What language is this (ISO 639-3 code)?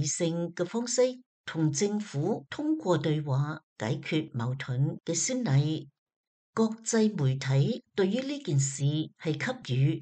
yue